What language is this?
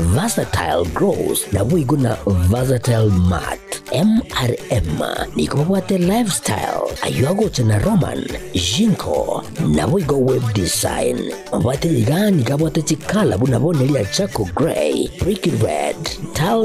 Gusii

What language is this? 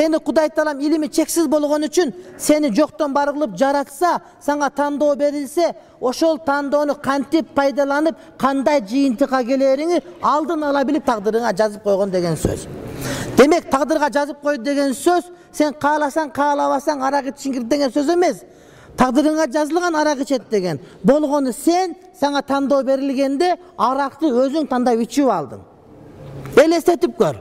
Kyrgyz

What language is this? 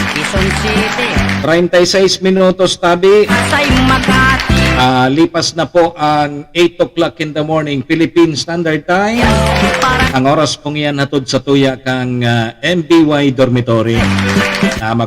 Bikol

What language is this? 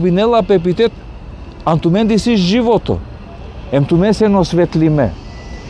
Balkan Romani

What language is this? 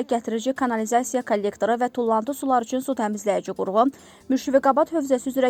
Azerbaijani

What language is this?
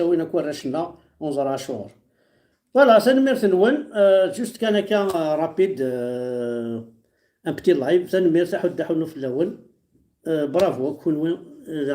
Kabyle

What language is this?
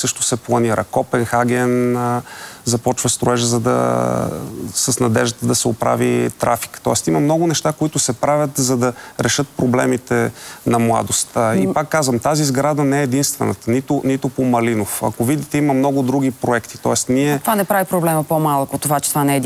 Bulgarian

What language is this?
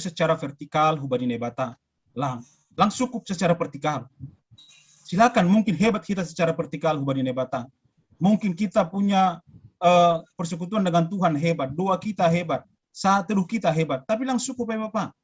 Batak Simalungun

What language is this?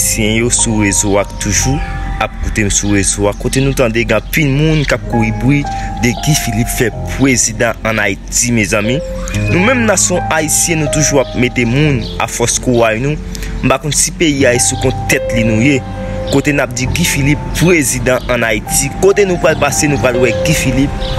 Haitian Creole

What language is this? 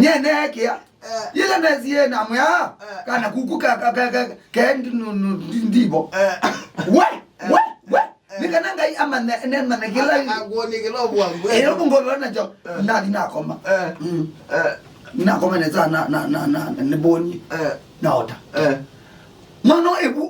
Kamba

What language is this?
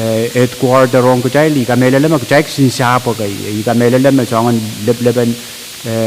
Pohnpeian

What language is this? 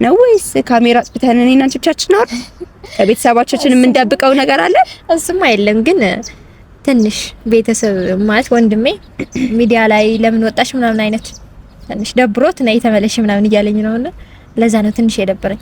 Amharic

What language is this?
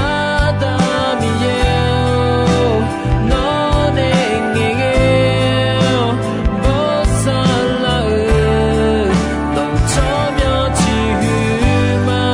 Akha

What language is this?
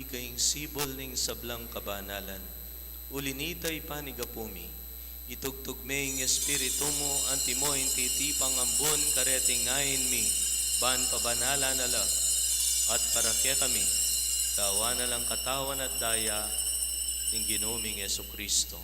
Pampanga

